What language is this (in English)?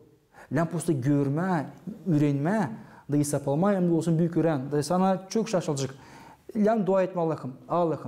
Gagauz